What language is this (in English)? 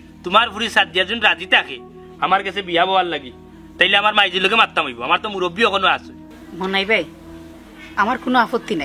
Sylheti